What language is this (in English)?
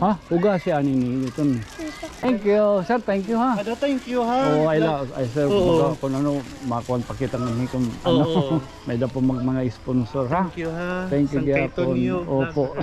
Waray